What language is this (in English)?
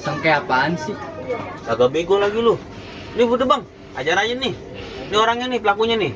Betawi